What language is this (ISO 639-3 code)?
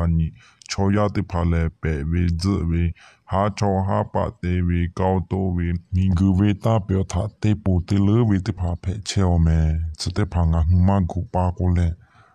lhu